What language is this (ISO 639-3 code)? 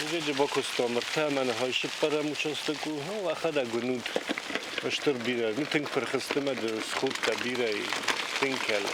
oss